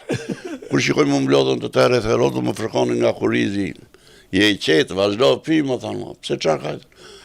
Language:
Albanian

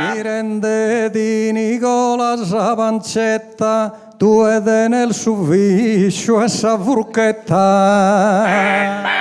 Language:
Sardinian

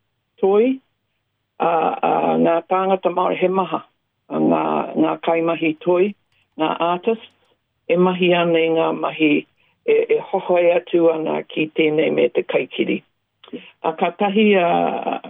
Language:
Māori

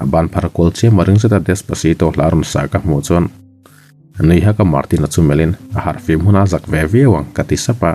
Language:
Mizo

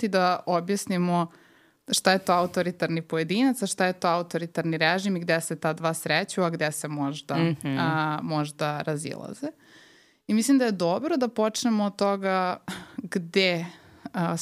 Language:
Serbian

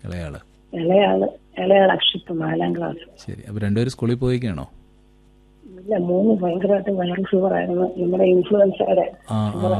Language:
Malayalam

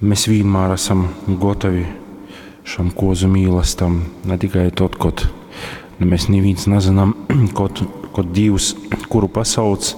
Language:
Latgalian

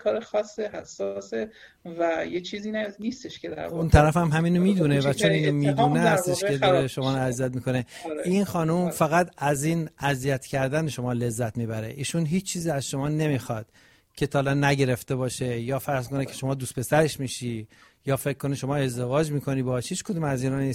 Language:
Persian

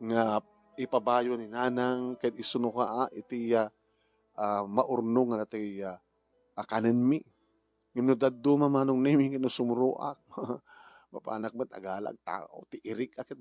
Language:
Iloko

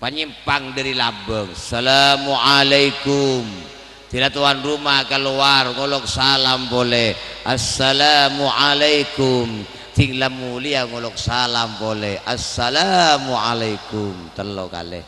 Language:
Madurese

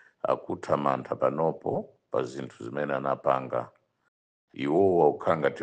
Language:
Nyanja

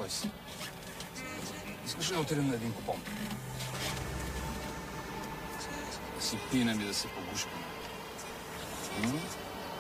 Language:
Bulgarian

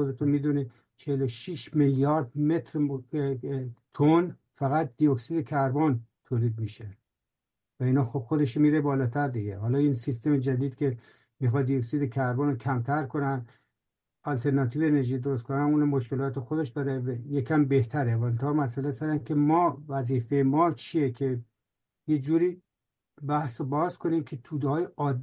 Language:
Persian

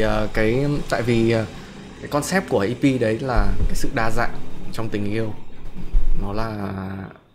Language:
Vietnamese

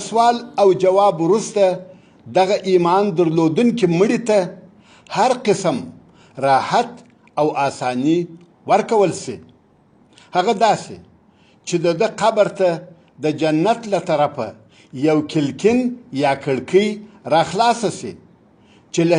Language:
Pashto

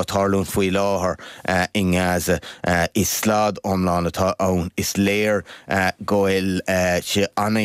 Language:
Irish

